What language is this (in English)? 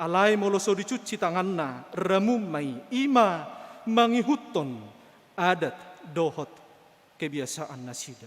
Batak Toba